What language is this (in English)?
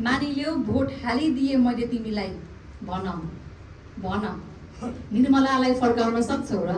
Nepali